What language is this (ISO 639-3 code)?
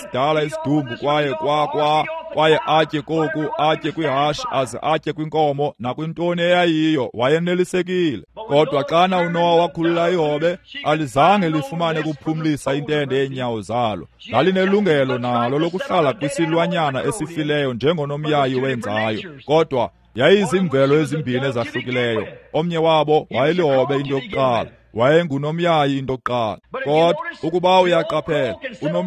xho